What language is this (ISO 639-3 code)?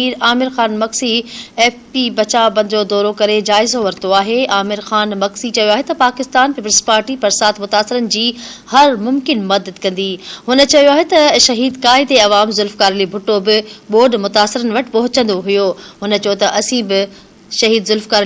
snd